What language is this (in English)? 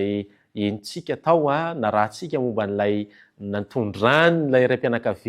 Malagasy